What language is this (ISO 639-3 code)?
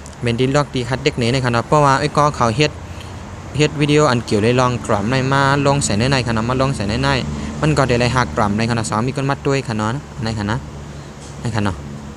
shn